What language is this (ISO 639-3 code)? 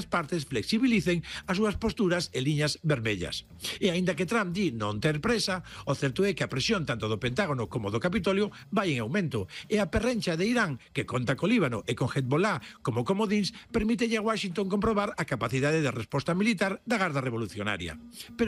glg